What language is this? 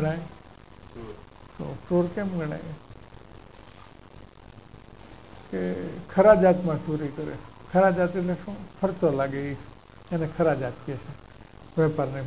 Gujarati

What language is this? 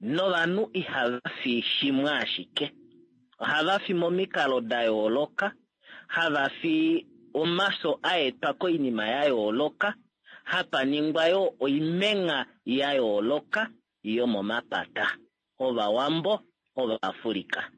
Kuanyama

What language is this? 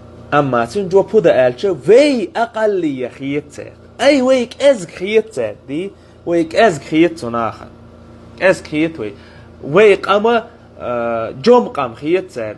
Chechen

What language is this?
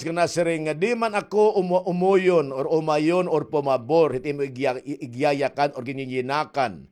Waray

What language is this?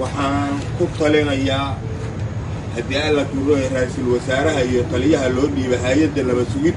Somali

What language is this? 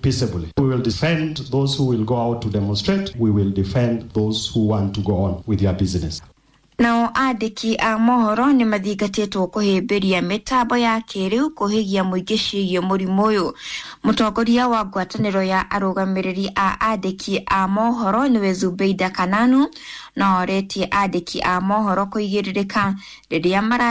Kikuyu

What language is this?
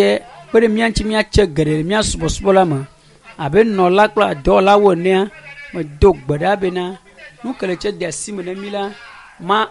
Ewe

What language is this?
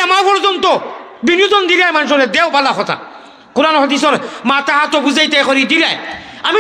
Sylheti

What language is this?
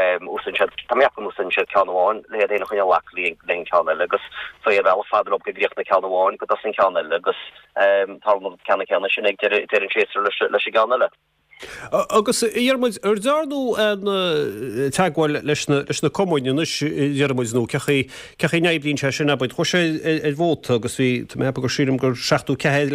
Irish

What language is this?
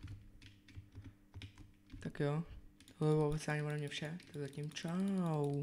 Czech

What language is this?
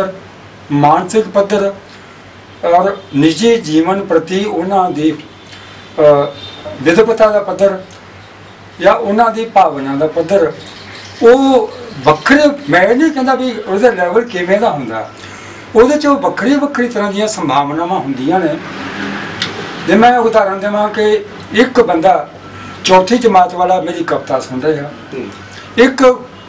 Punjabi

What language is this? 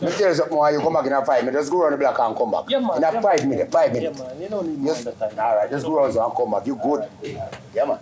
Jamaican Creole English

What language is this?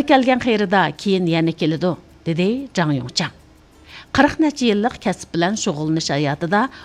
Uyghur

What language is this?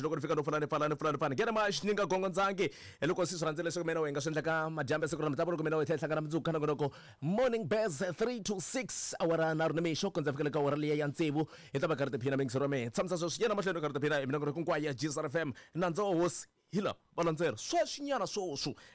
Tsonga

